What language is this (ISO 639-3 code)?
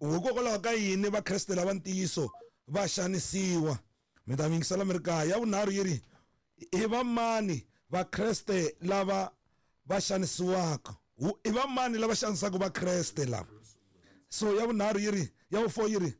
tso